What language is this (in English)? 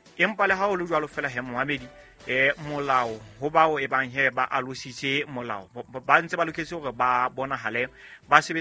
Southern Sotho